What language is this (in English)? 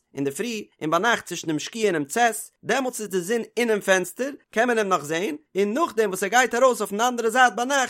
Yiddish